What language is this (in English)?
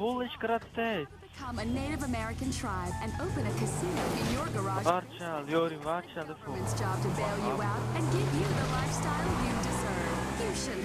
Swiss German